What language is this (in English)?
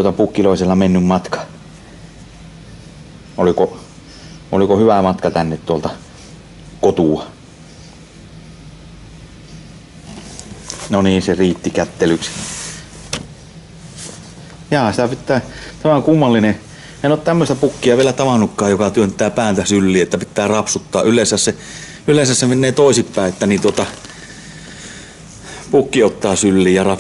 Finnish